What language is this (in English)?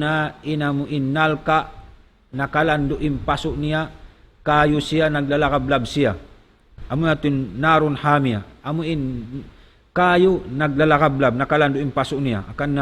Tausug